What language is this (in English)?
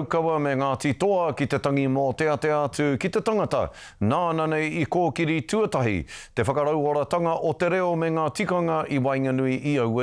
Māori